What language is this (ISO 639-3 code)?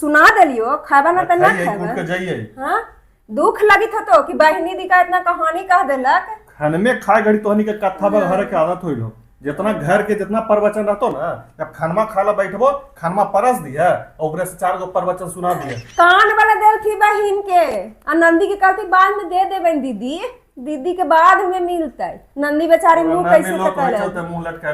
mag